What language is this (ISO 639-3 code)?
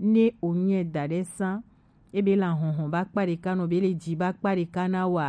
gej